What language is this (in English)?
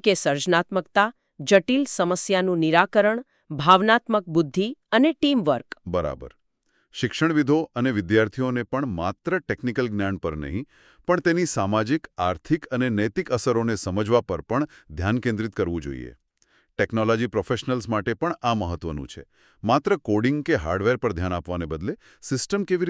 Gujarati